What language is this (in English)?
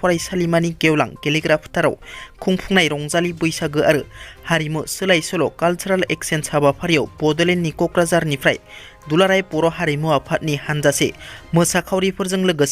Bodo